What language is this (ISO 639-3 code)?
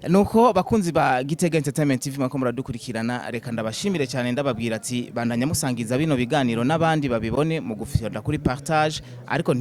run